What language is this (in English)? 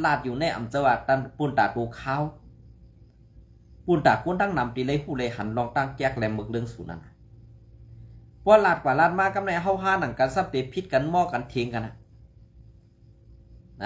Shan